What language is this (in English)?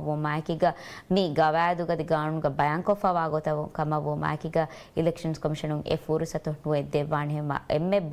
Divehi